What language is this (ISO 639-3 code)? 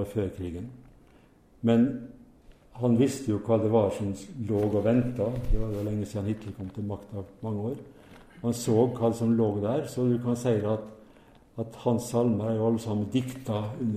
nor